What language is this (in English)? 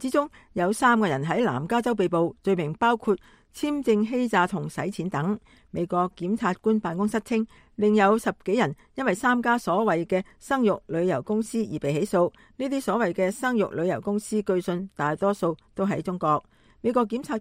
Cantonese